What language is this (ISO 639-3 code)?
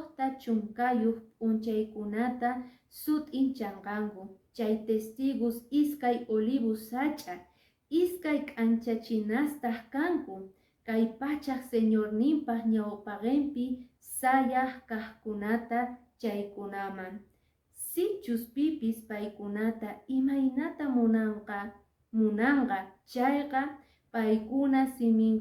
que